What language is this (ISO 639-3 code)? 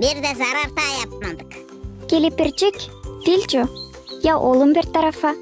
gag